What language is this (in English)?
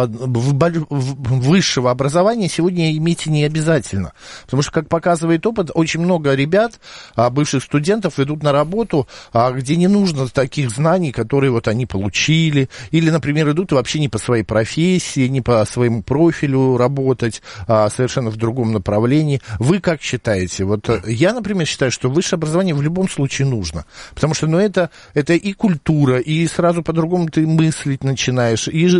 Russian